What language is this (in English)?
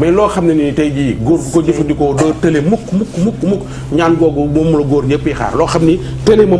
Wolof